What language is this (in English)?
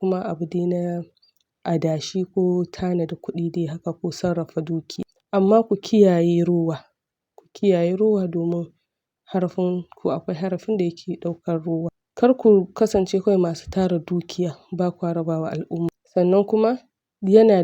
Hausa